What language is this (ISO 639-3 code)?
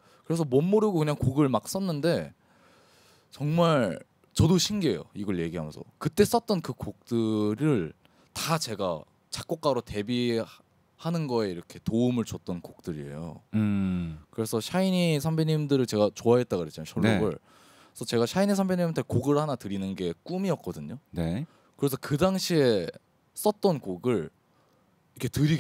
kor